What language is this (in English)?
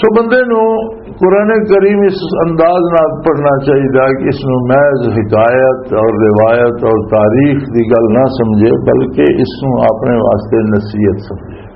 Western Panjabi